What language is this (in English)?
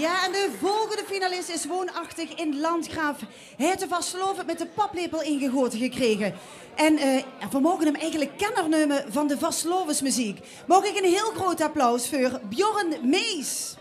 Limburgish